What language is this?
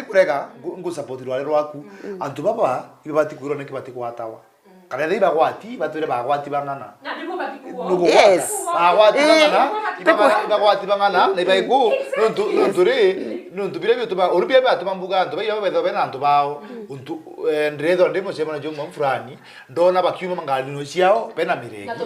Meru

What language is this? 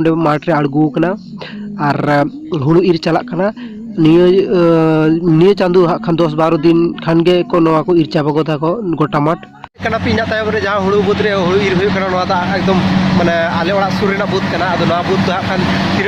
Santali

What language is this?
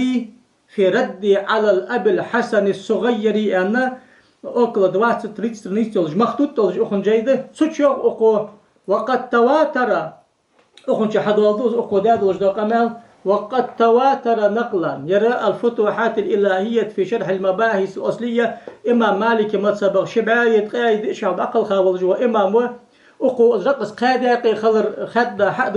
Ingush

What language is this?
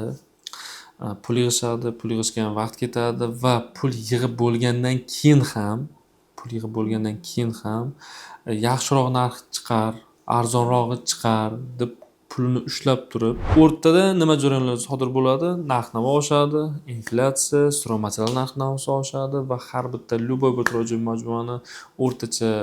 Uzbek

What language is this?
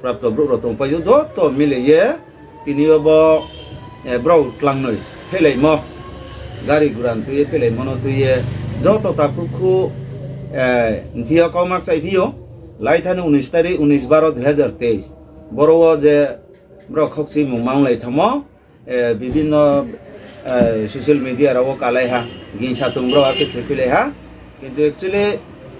Riang (India)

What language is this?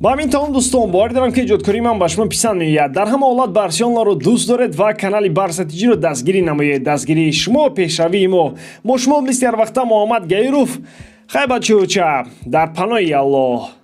Tajik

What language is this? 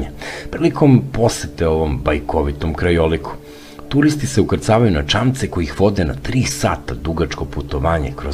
Serbian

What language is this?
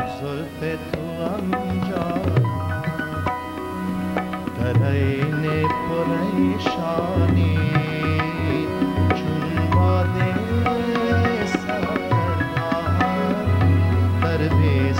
Persian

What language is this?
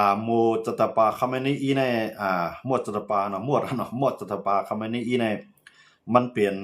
Shan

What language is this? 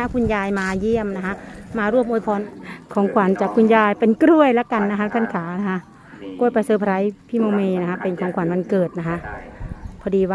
Thai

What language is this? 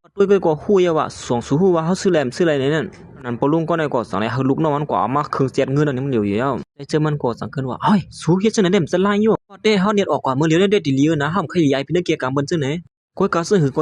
Shan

